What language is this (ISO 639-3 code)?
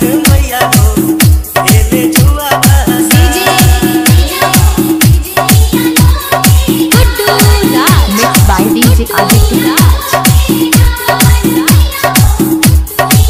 bho